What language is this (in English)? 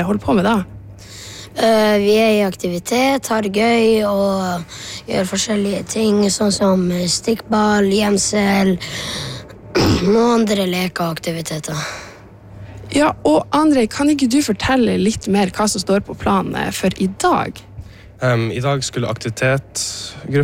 Norwegian